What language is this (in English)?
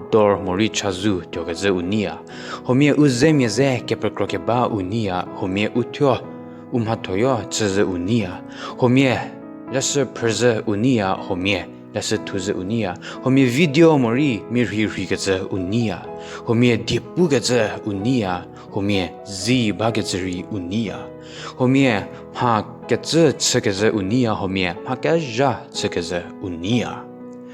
Angami Naga